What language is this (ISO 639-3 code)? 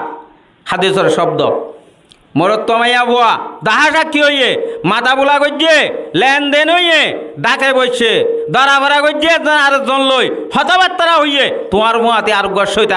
rhg